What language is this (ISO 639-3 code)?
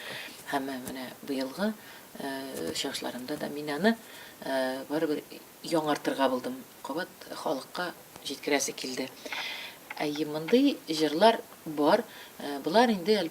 tat